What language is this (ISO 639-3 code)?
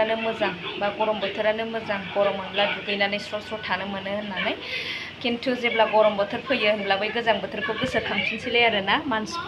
brx